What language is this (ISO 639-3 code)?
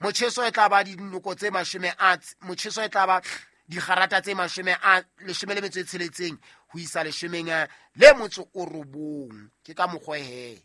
sot